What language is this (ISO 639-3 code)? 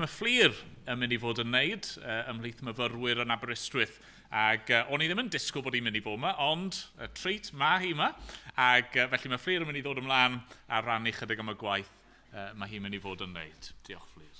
cym